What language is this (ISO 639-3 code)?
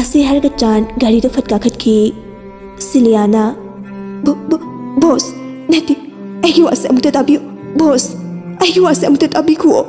mni